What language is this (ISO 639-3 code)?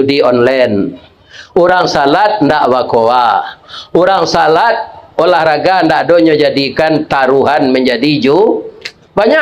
min